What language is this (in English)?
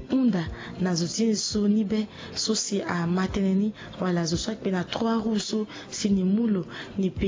Sango